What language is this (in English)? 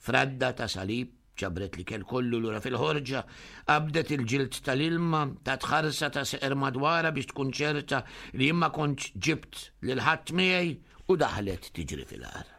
Maltese